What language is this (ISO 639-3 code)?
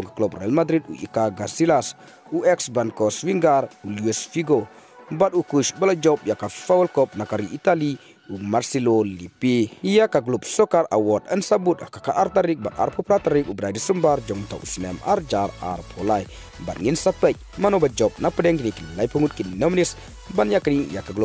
kha